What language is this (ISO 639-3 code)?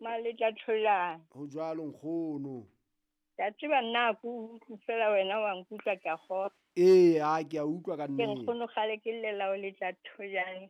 sot